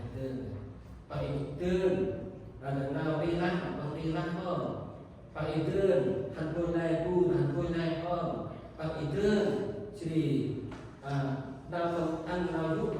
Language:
Central Mnong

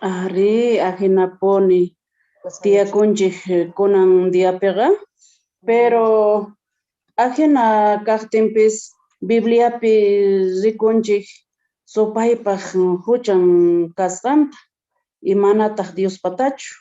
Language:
South Bolivian Quechua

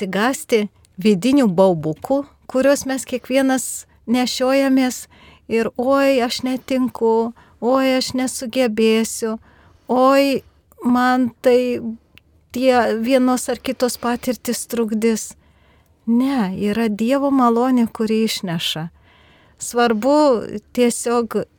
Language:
Lithuanian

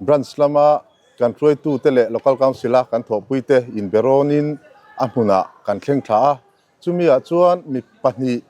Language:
Mizo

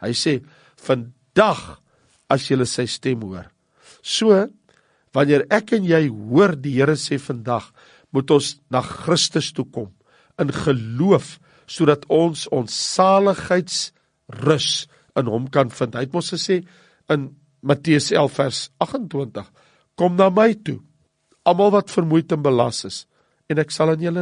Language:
Afrikaans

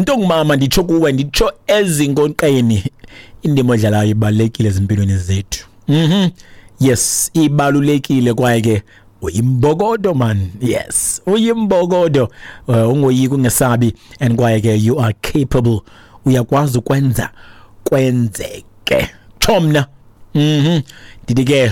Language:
Xhosa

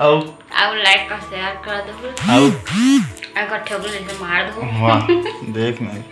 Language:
Chhattisgarhi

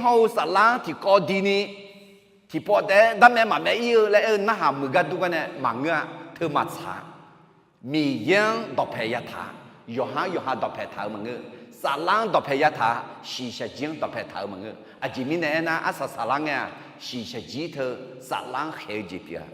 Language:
Akha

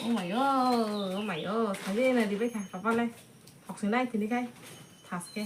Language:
Kok Borok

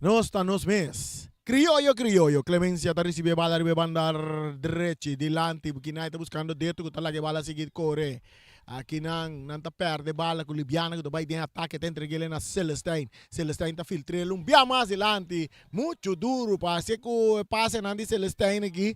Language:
Papiamento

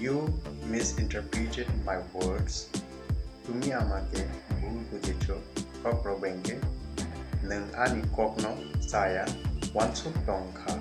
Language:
Kok Borok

